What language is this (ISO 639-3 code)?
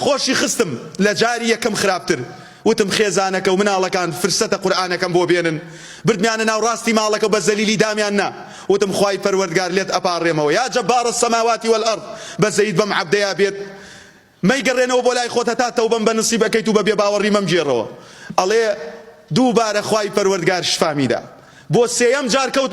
ckb